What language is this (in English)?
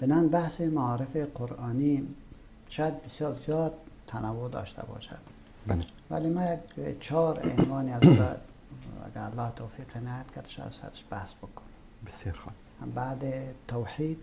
Persian